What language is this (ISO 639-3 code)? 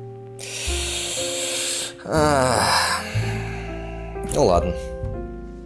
rus